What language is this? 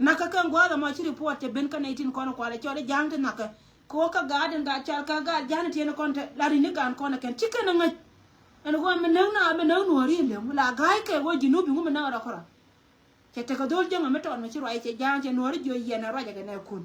Nuer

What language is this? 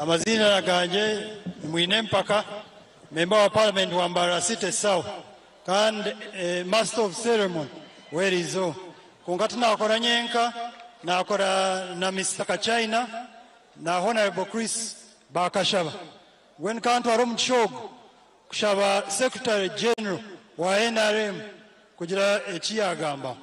Nyankole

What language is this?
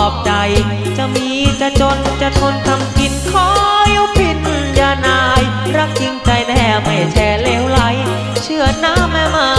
Thai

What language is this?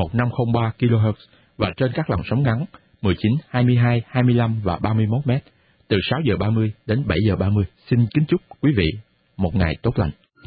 Vietnamese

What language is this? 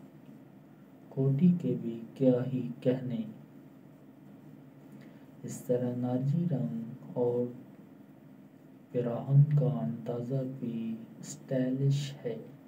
Urdu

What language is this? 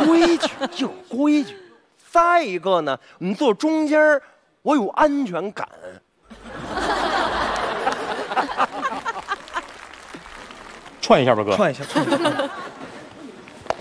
Chinese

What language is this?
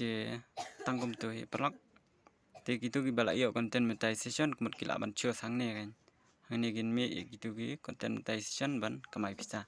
Khasi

